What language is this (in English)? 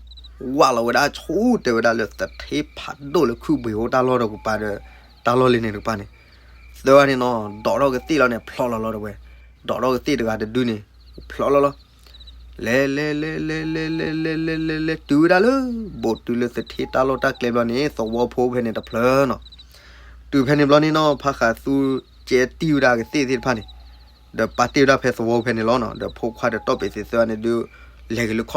S'gaw Karen